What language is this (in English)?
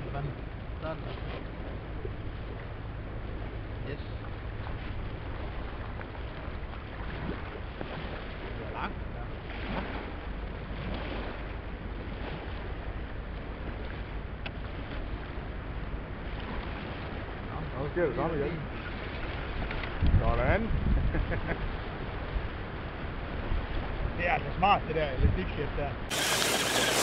Danish